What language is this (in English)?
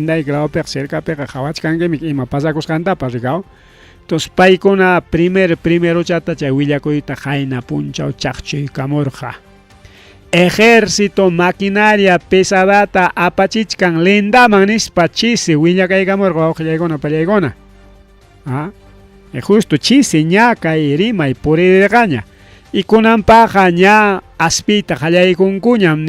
Ayacucho Quechua